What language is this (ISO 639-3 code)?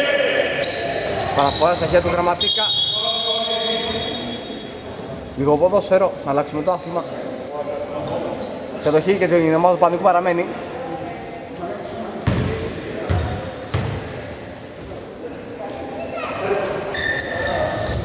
ell